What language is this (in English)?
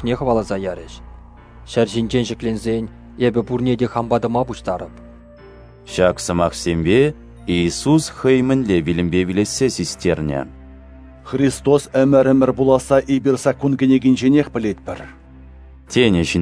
Chuvash